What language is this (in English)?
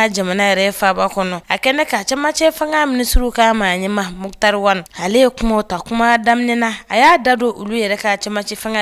Bambara